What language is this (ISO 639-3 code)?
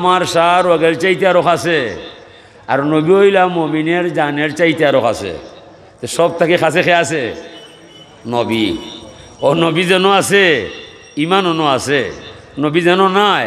syl